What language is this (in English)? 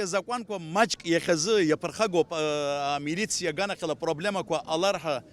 Abkhazian